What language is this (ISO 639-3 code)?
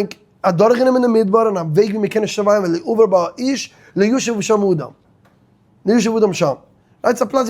yid